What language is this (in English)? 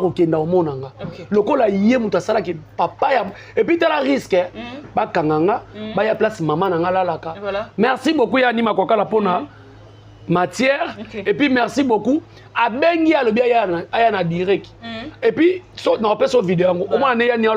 Lingala